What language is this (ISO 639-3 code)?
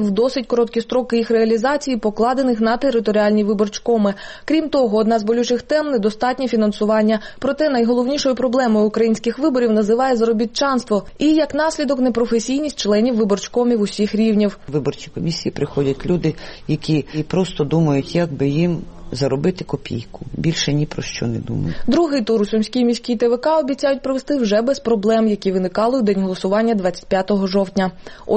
ukr